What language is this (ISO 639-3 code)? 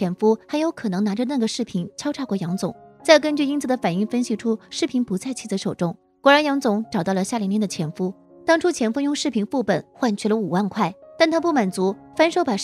zho